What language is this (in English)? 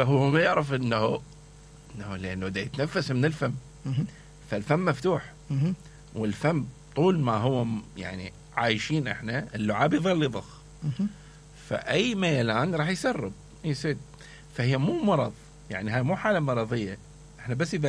Mesopotamian Arabic